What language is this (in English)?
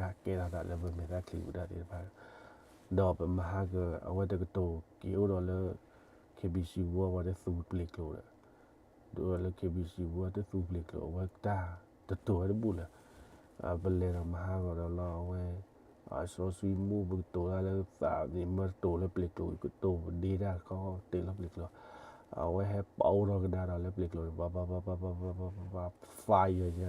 S'gaw Karen